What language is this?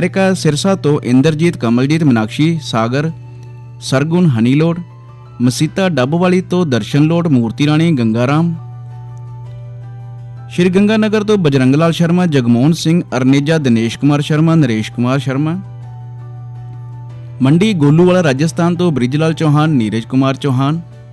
Punjabi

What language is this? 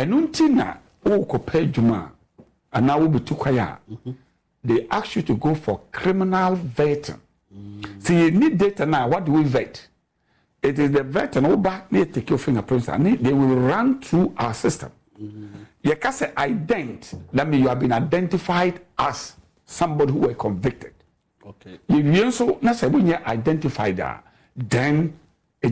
Akan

